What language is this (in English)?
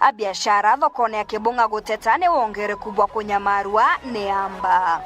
Meru